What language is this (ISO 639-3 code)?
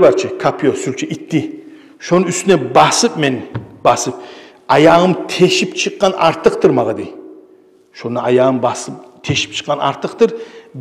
kum